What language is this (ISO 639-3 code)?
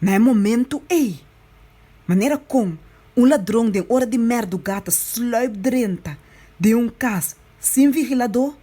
pap